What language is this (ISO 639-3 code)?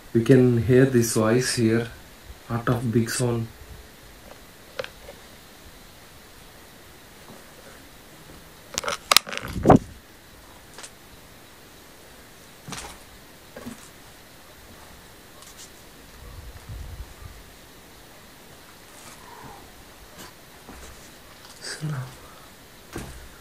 tel